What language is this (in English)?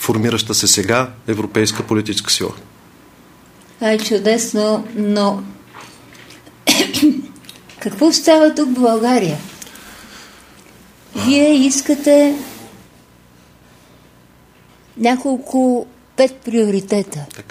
Bulgarian